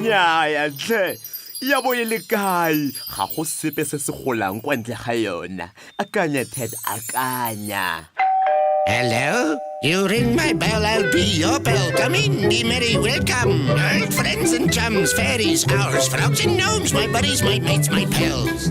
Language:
Tswana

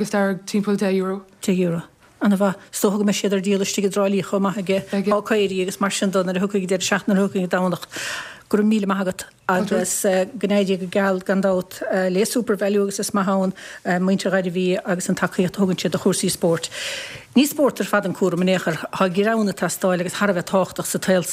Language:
Irish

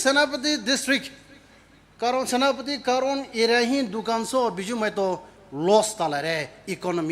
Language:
Poumei Naga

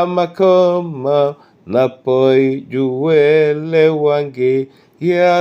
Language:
Duala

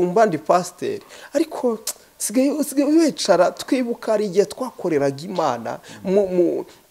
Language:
Kinyarwanda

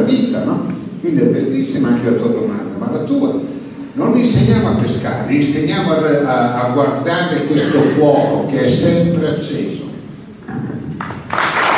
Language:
Italian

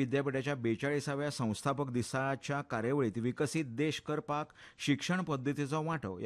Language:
Konkani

